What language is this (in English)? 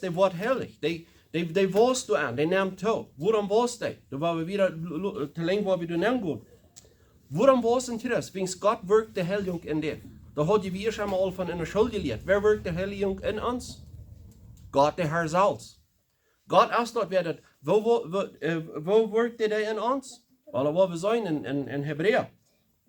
Plautdietsch